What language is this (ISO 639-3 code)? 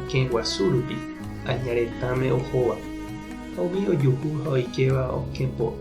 grn